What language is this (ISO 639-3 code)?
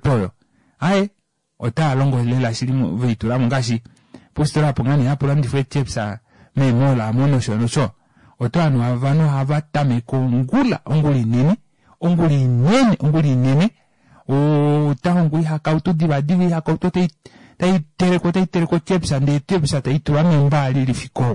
kua